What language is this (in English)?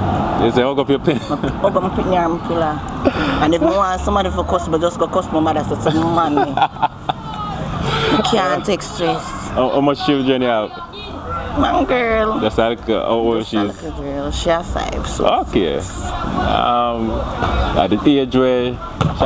Jamaican Creole English